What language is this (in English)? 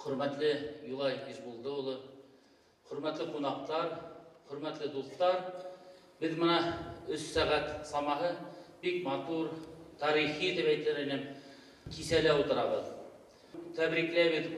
Bashkir